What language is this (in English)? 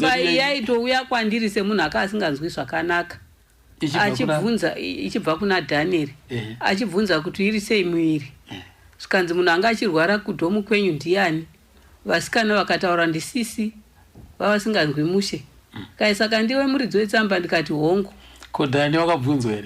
Shona